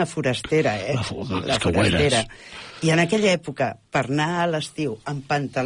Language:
Catalan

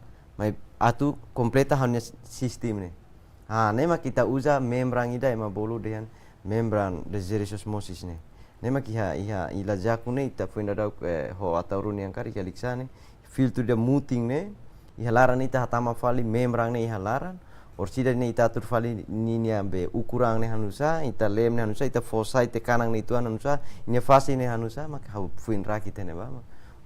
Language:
Tetum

